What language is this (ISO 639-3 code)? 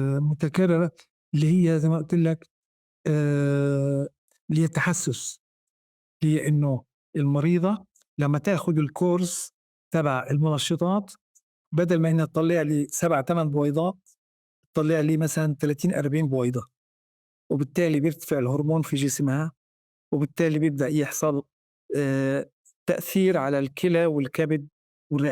apc